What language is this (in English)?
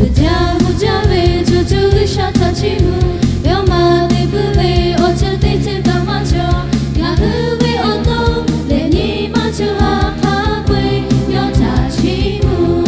Lahu